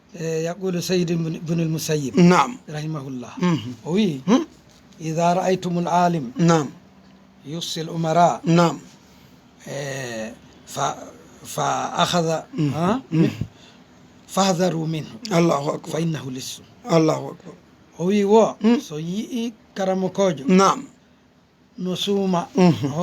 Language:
Fula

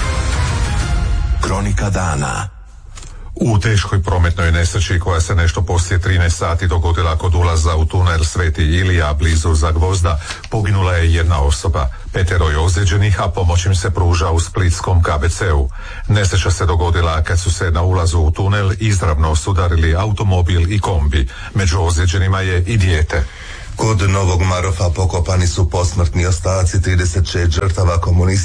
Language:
Croatian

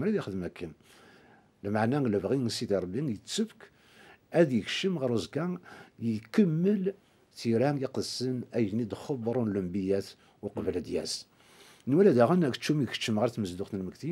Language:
Kabyle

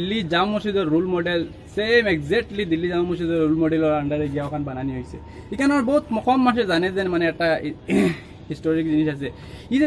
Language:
Sylheti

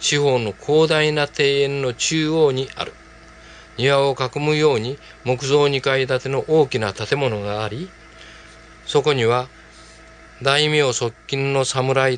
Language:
Japanese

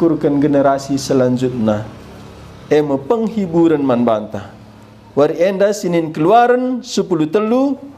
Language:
Batak Karo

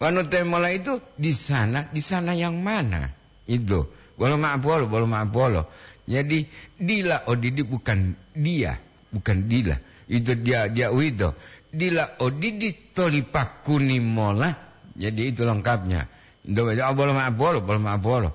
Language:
Gorontalo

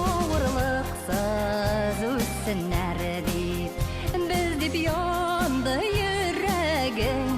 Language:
Bashkir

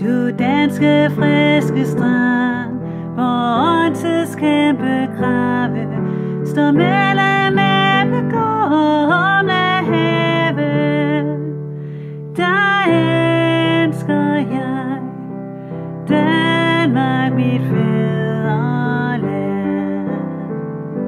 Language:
Danish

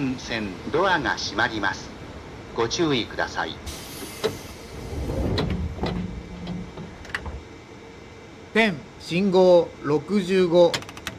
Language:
Japanese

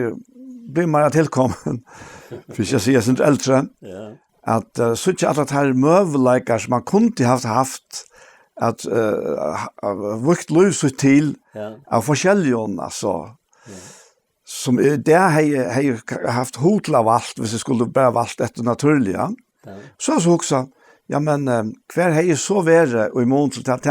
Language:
Faroese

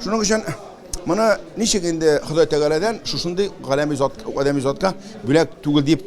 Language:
Tatar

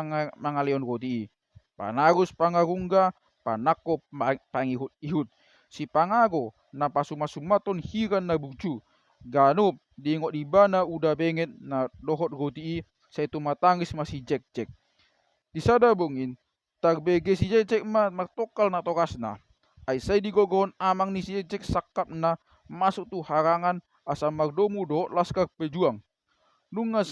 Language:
Batak Toba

